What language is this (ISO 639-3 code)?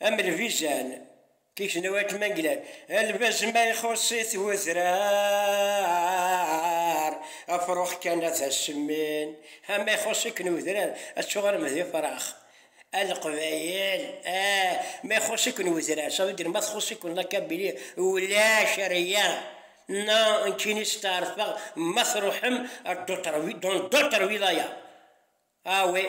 kab